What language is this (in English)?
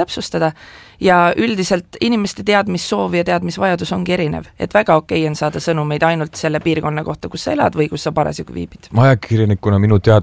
Estonian